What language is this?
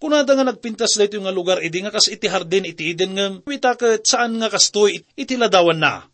Iloko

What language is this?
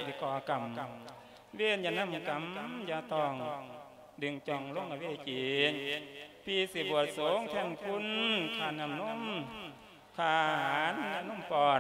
Lao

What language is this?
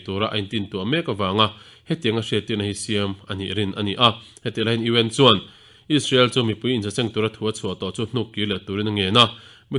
Mizo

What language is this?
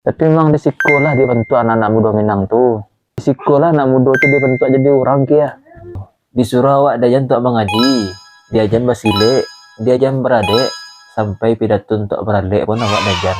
Minangkabau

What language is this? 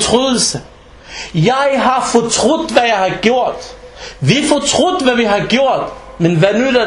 Danish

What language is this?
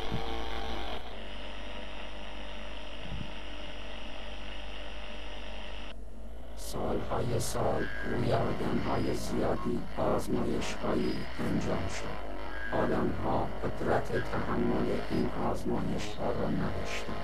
Persian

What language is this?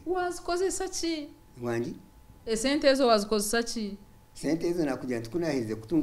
Nyankole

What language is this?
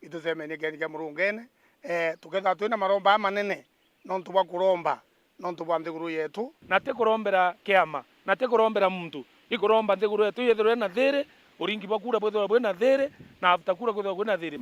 Meru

